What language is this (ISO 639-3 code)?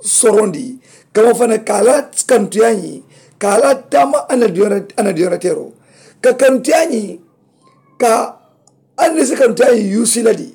man